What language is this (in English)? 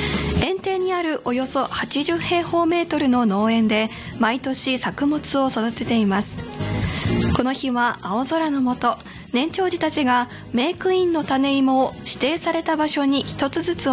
Japanese